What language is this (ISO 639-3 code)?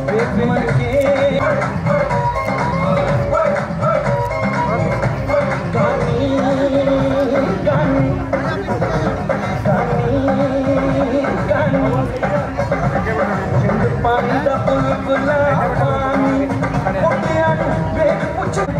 pan